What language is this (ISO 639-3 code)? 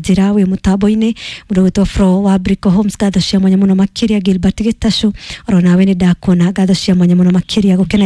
kik